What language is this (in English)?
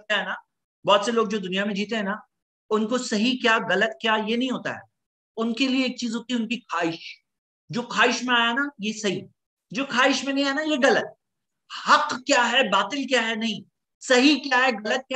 Urdu